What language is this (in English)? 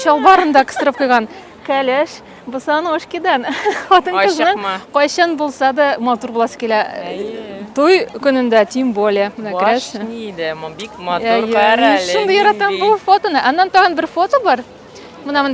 Tatar